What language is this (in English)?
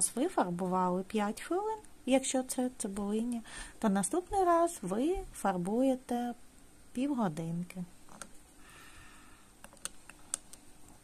Ukrainian